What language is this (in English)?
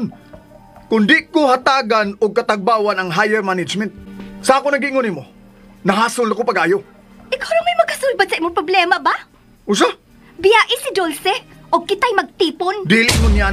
Cebuano